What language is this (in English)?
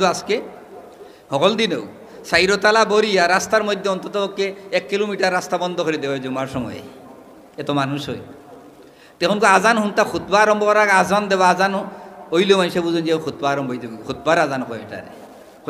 Sylheti